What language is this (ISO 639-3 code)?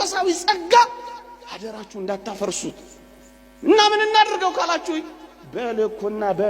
amh